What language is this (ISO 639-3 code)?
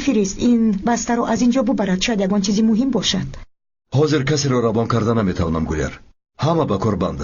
tgk